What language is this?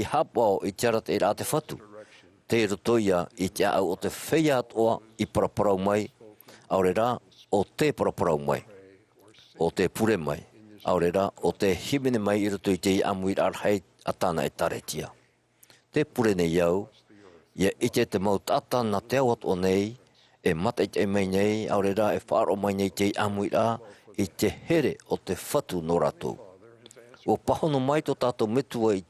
Tahitian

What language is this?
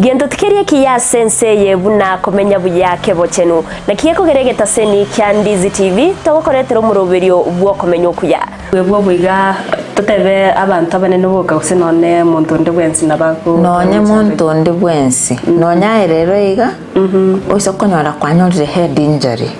Gusii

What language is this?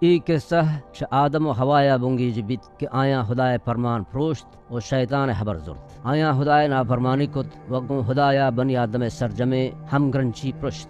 Baluchi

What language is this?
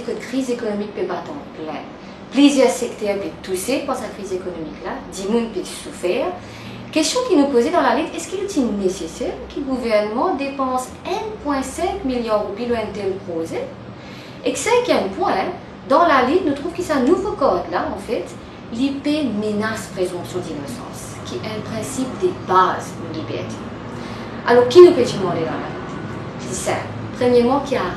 Morisyen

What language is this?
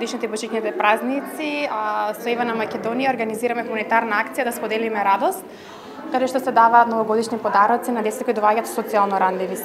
Macedonian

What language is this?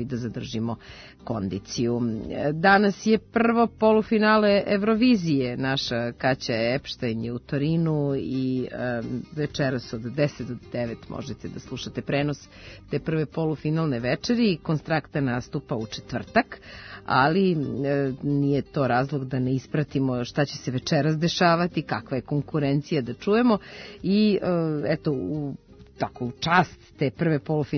Serbian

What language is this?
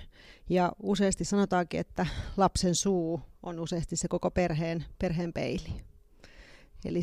Finnish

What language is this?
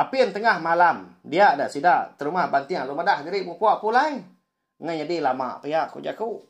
Iban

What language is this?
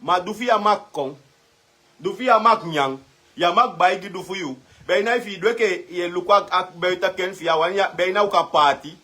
Sranan Tongo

